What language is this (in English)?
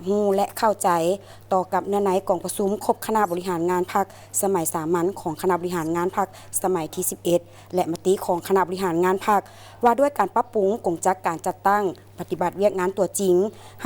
Lao